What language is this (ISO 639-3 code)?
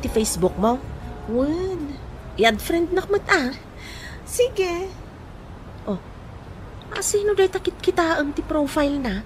ilo